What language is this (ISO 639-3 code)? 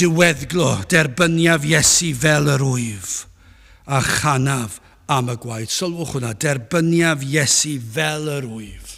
cym